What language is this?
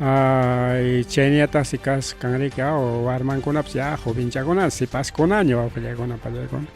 Ayacucho Quechua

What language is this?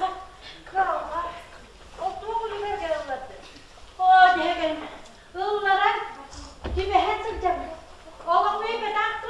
Yakut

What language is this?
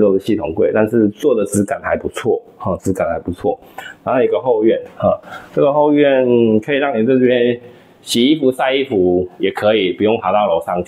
Chinese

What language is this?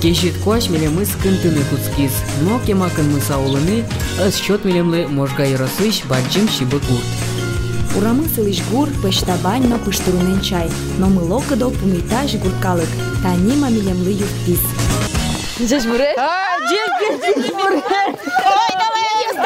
Udmurt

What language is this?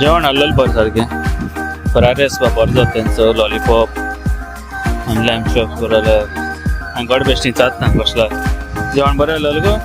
Konkani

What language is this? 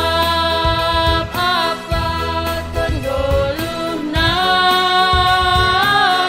Batak Simalungun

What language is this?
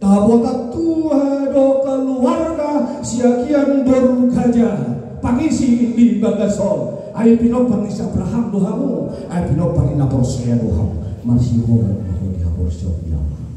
Batak Toba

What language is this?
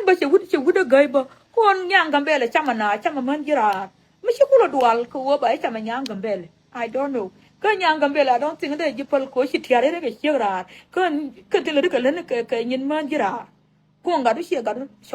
Nuer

